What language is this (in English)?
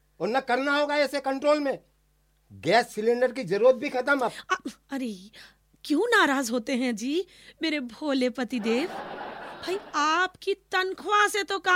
Hindi